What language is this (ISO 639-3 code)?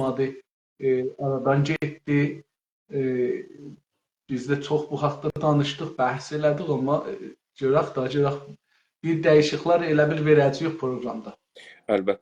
azb